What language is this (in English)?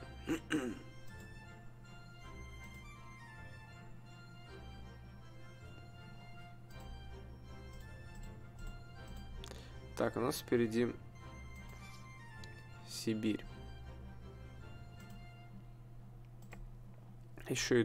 Russian